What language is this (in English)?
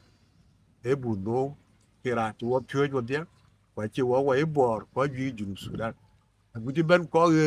Dinka